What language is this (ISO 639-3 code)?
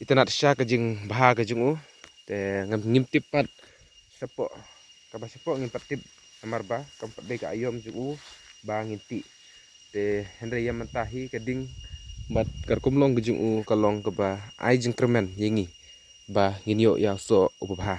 kha